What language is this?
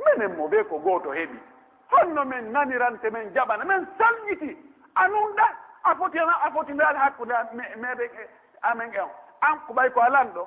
Pular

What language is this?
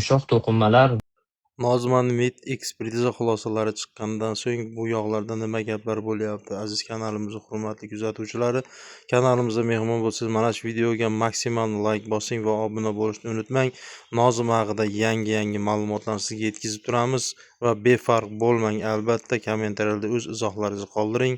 Uzbek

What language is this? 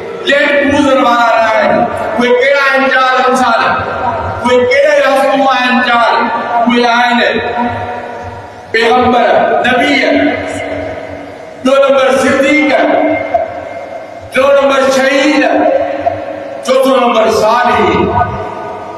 Sindhi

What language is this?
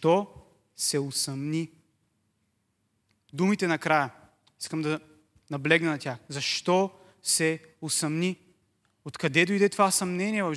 Bulgarian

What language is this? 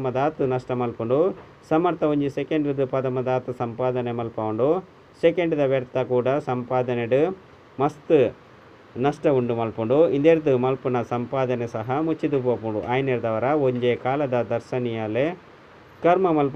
Tulu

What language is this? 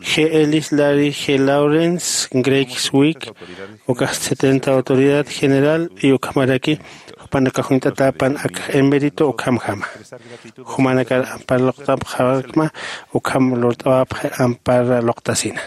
Aymara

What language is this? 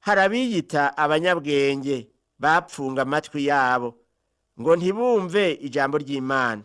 Rundi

